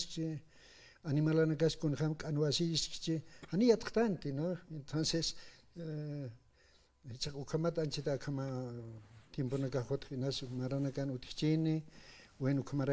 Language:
Aymara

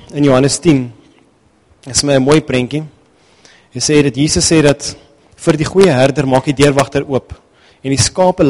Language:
Afrikaans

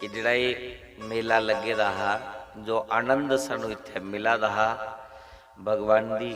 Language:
Dogri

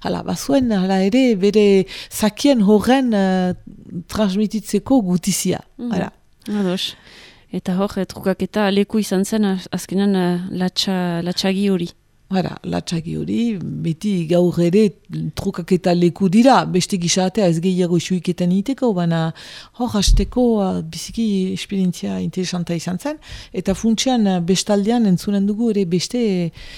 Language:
Basque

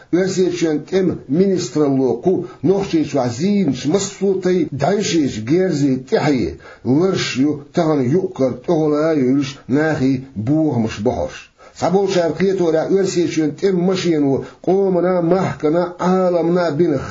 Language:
Chechen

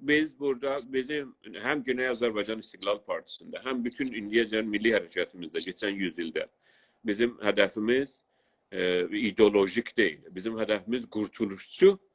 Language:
South Azerbaijani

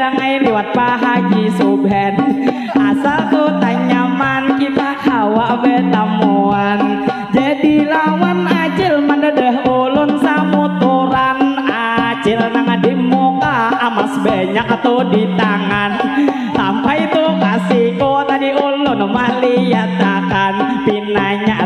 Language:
Banjar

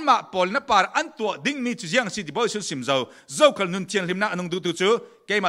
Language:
Falam Chin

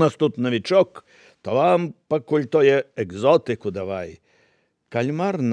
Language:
Belarusian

